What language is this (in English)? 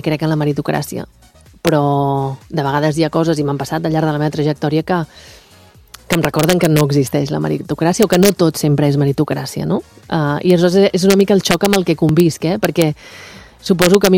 Catalan